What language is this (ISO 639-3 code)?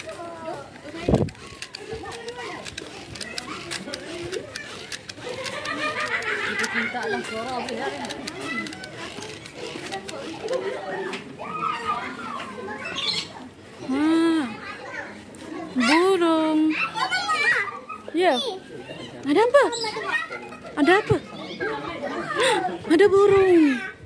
msa